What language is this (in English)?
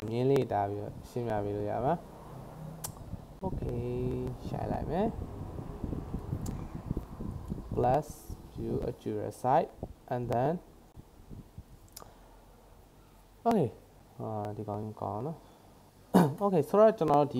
Burmese